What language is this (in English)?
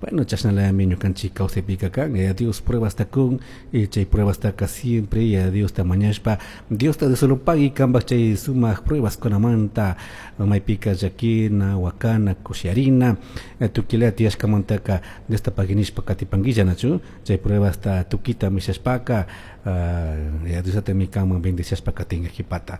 Chimborazo Highland Quichua